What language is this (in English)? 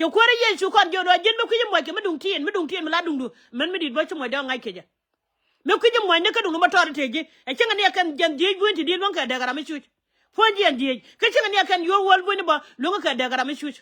Nuer